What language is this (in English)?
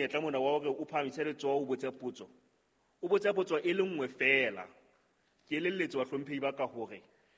Southern Sotho